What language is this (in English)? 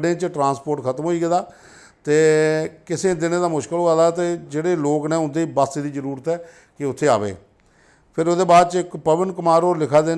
Dogri